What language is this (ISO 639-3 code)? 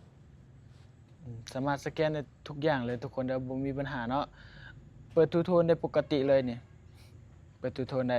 lao